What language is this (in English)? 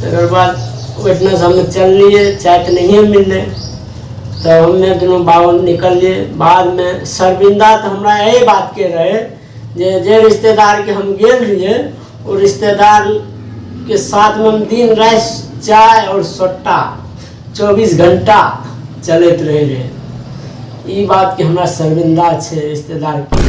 Maithili